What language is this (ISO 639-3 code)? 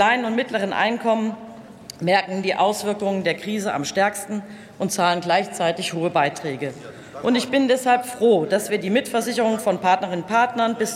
deu